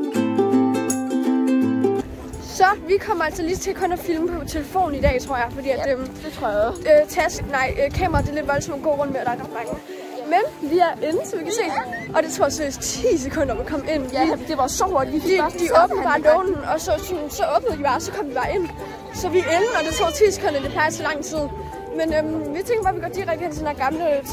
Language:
Danish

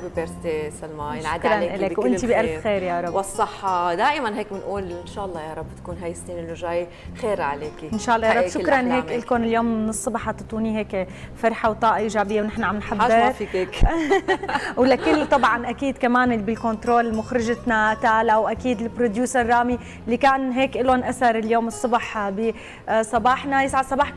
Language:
North Levantine Arabic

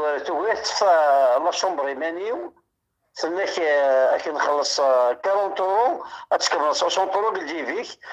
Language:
Kabyle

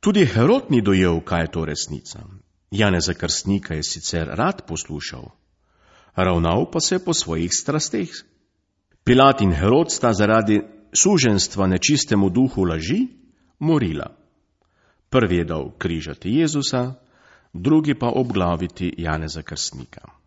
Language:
Slovenian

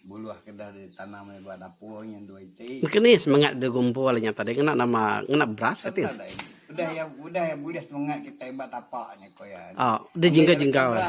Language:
Iban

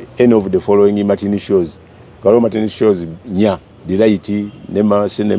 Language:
Ganda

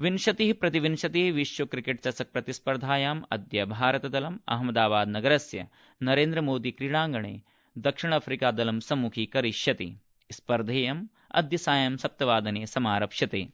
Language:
Sanskrit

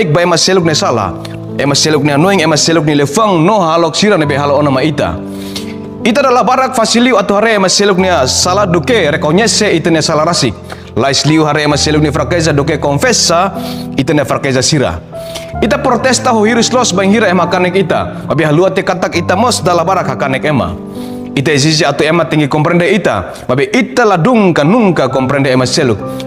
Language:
Tetum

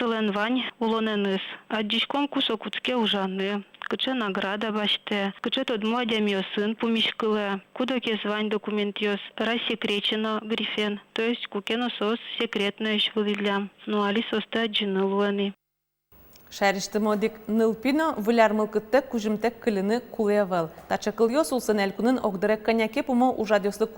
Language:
Udmurt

